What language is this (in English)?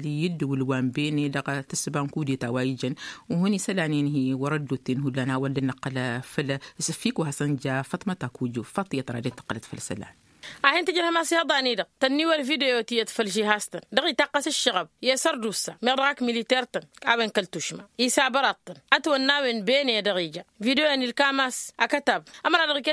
Tamasheq